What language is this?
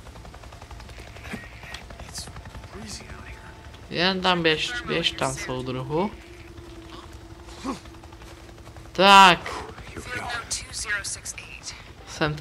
Czech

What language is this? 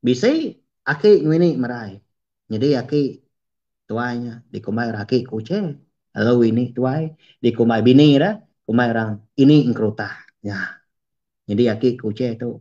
Iban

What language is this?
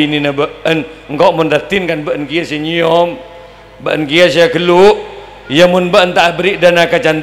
Madurese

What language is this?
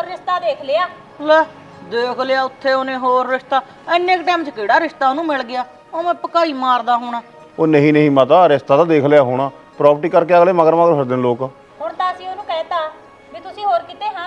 Punjabi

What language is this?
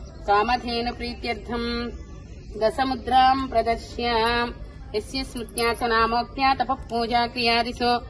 Telugu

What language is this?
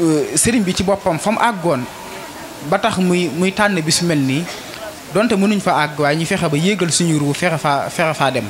Wolof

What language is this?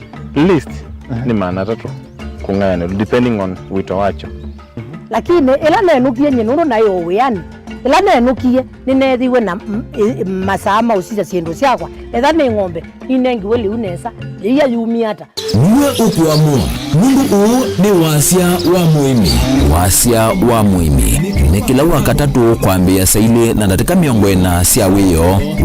Kamba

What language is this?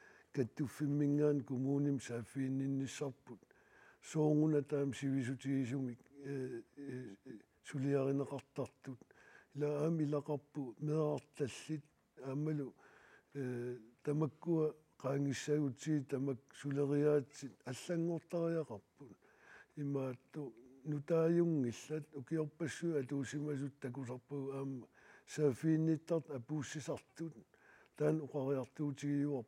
Kalaallisut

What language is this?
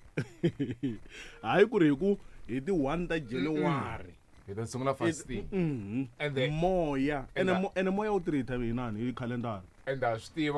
Tsonga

